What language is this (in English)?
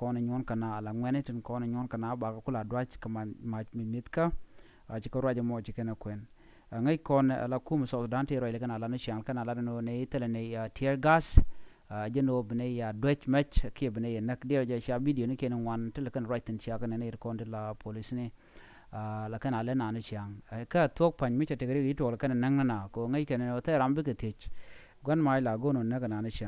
Nuer